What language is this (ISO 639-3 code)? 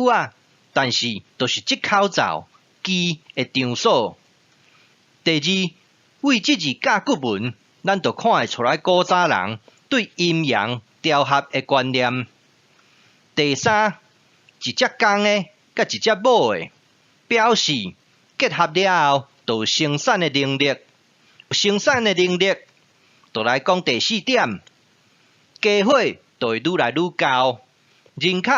nan